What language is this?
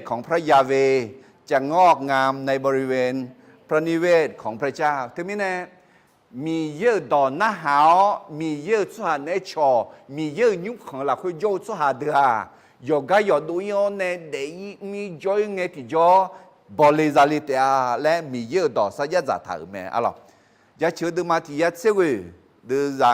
Akha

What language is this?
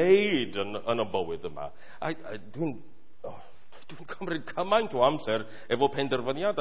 Welsh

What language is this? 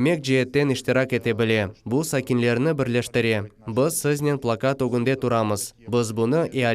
Crimean Tatar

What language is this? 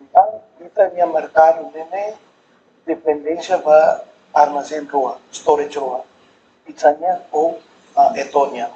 Tetum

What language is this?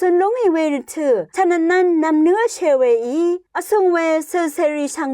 Rawang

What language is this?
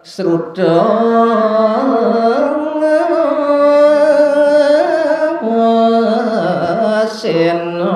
Balinese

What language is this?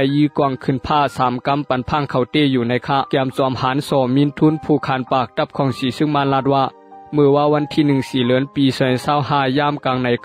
Shan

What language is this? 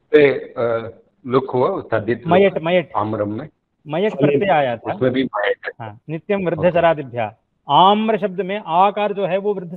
Sanskrit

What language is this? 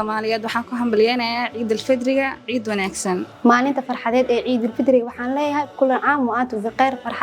Somali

